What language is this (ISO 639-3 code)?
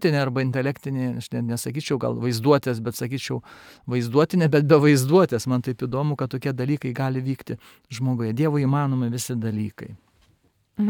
lit